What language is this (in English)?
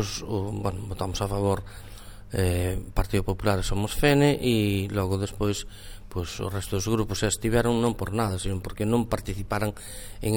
Galician